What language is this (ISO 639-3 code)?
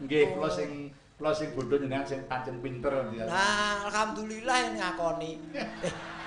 jav